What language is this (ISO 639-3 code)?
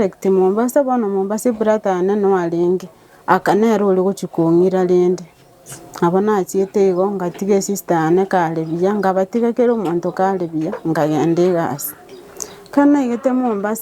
guz